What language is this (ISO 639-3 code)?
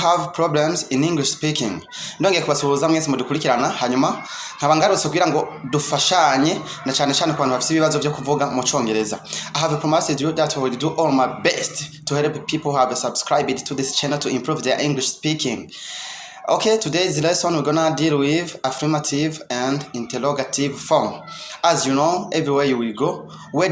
run